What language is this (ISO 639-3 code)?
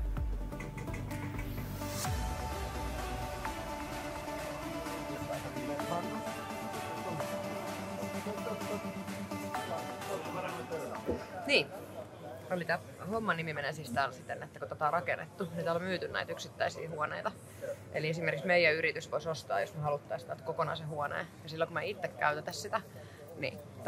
fin